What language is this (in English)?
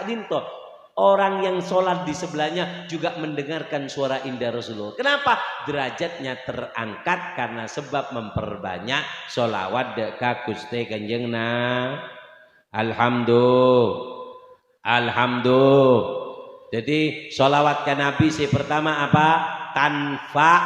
Madurese